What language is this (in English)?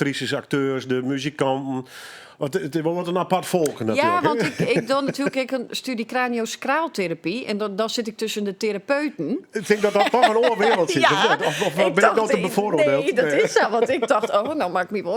Western Frisian